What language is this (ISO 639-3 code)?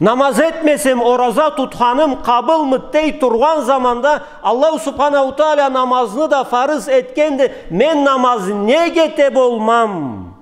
krc